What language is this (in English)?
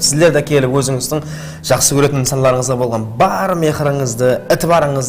Kara-Kalpak